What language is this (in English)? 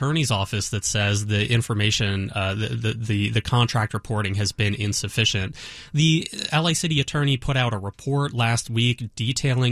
English